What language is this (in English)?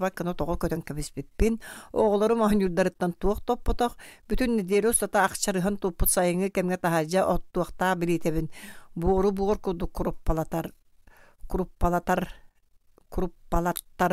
Yakut